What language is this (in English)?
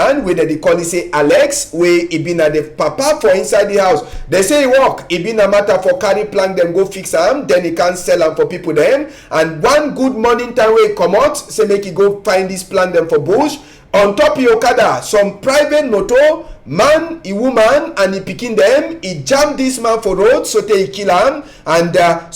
Cameroon Pidgin